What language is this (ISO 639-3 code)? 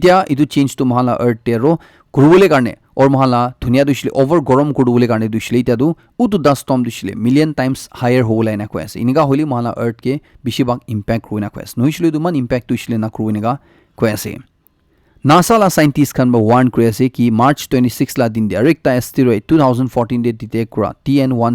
nag